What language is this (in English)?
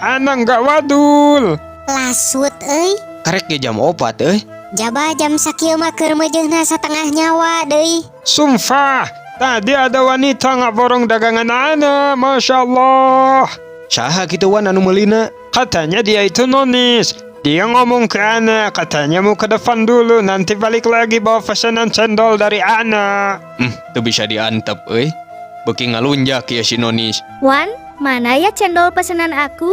Sundanese